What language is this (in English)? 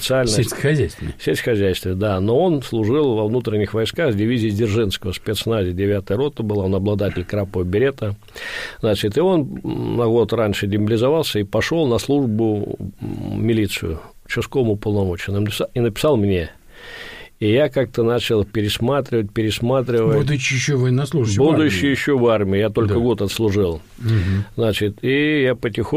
Russian